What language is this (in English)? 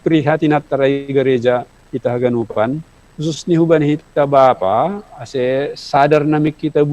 Batak Simalungun